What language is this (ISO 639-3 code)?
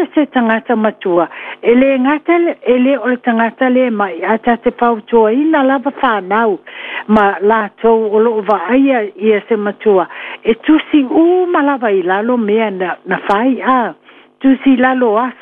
smo